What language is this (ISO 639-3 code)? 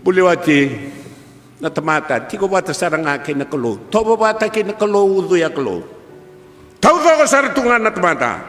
fij